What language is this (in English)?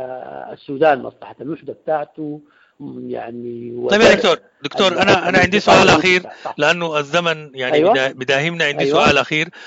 Sudanese Arabic